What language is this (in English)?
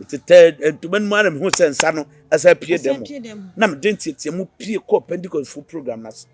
Akan